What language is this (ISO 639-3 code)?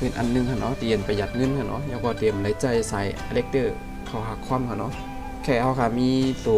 shn